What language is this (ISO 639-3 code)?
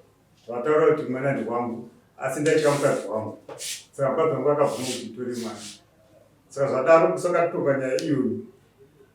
sna